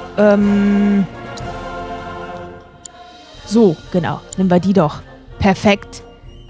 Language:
German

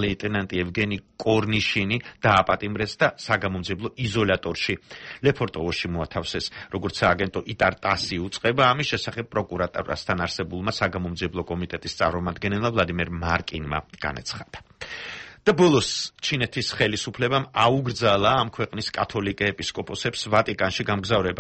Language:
Georgian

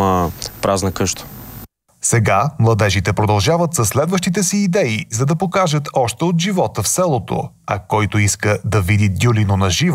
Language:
Bulgarian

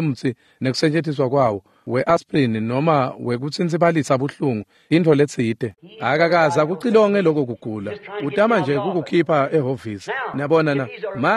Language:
Swati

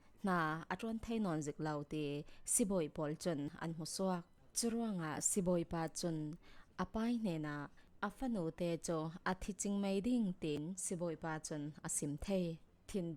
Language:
Falam Chin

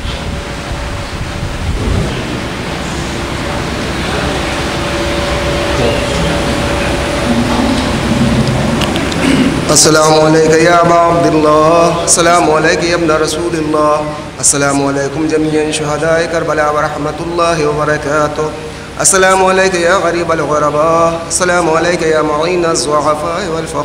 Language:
Urdu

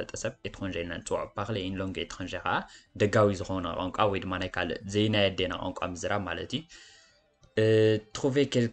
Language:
Tigrinya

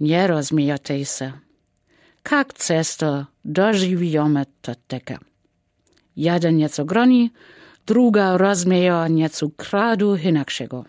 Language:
Lower Sorbian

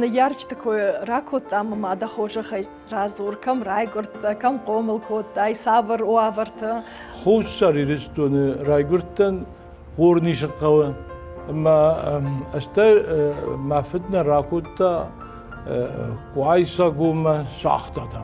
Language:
Ossetic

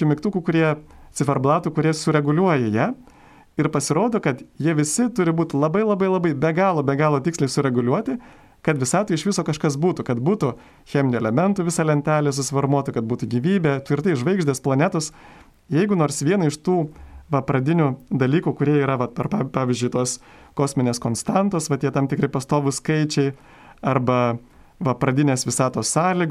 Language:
Lithuanian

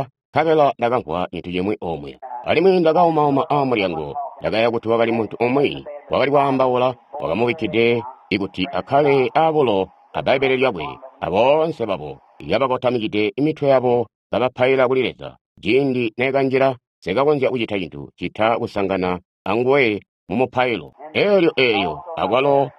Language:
Tonga (Zambia)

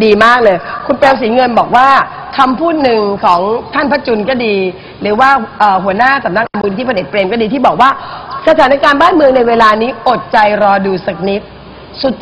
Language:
Thai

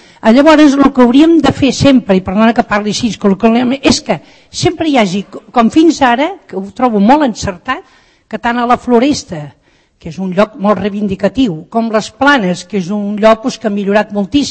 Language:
Catalan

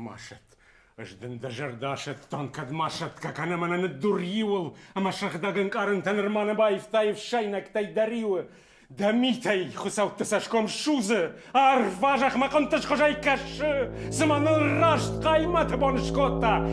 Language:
Ossetic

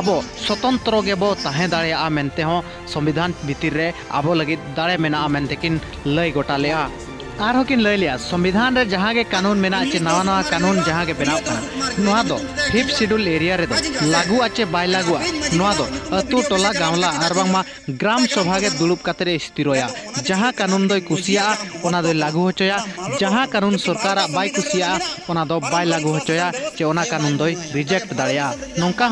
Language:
Santali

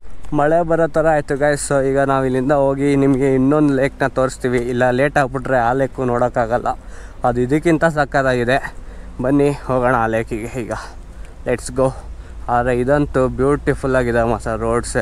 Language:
Kannada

